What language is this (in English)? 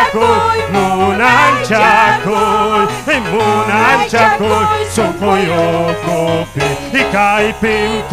Ayacucho Quechua